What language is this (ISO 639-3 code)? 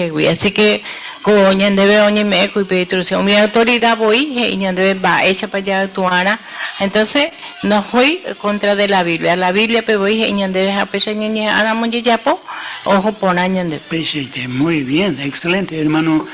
grn